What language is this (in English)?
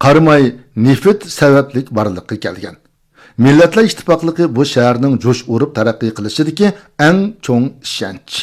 Uyghur